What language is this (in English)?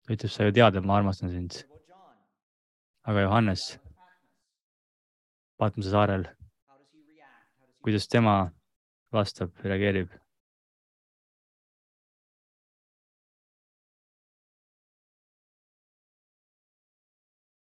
Estonian